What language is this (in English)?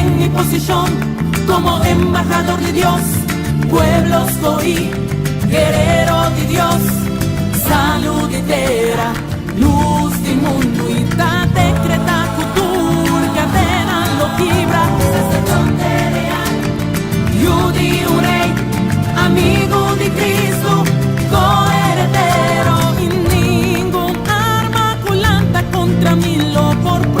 Papiamento